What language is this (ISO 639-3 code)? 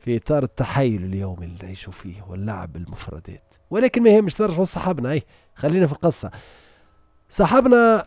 aeb